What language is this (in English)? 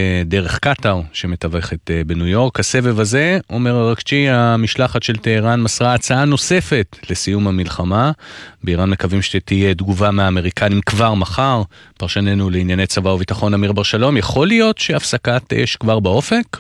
Hebrew